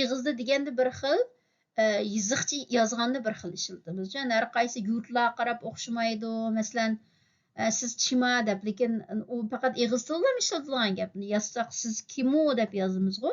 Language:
Uyghur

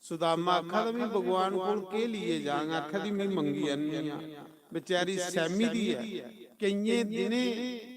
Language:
Dogri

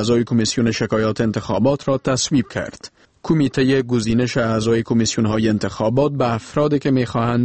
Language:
Persian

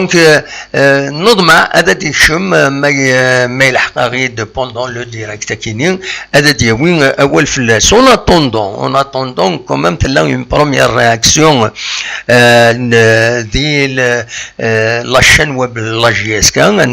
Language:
Kabyle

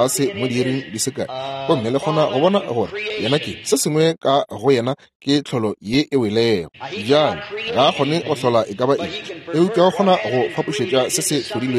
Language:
Northern Sotho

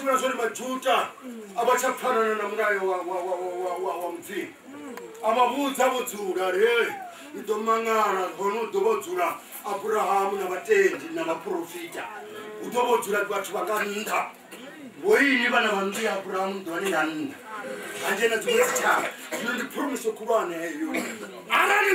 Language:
Venda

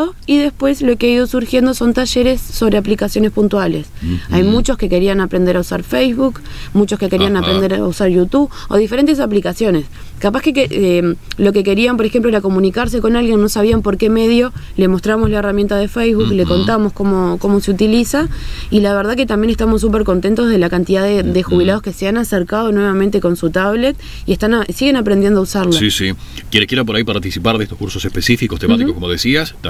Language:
Spanish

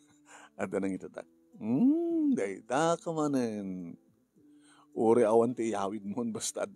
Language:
Iloko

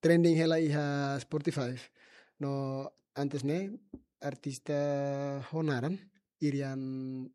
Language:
Tetum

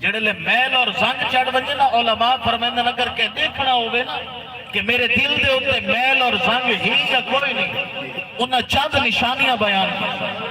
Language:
Saraiki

